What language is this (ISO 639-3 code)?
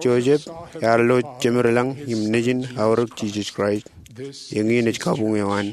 mah